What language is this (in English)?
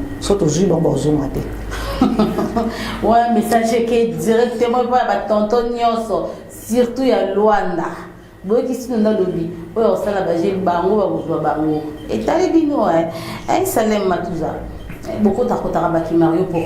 Lingala